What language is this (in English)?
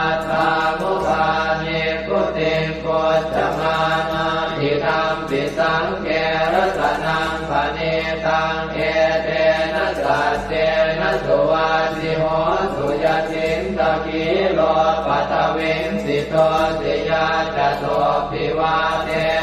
Pali